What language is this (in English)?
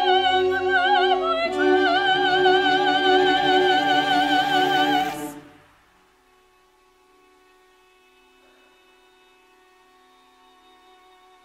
English